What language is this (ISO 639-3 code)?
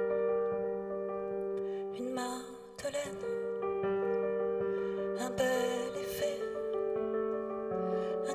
fra